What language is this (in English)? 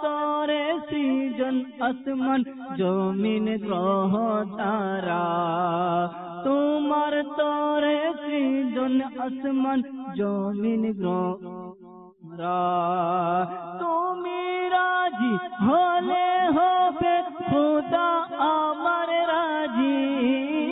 Bangla